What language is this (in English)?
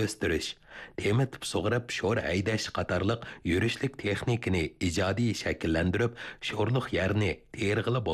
Uyghur